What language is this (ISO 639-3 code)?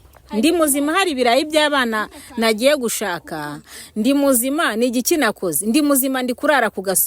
kin